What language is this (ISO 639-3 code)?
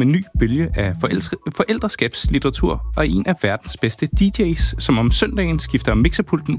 dan